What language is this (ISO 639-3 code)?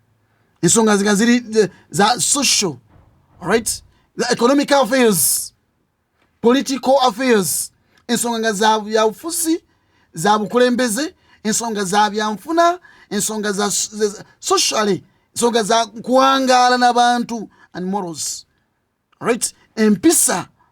lug